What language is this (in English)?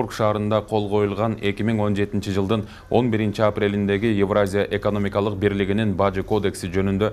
Kyrgyz